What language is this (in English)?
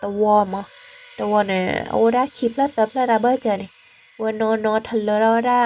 S'gaw Karen